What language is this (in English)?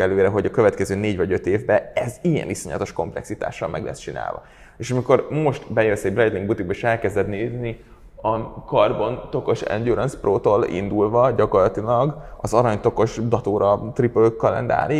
Hungarian